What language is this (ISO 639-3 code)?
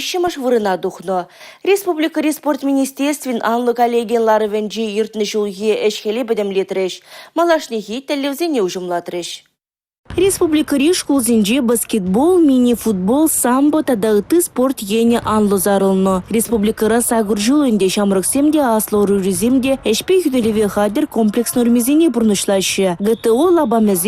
chv